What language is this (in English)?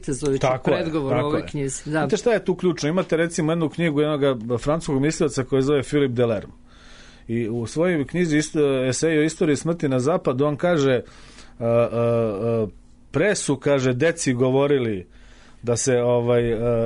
Serbian